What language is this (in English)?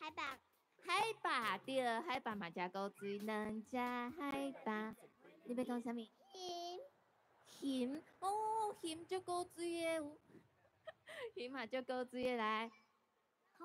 Min Nan Chinese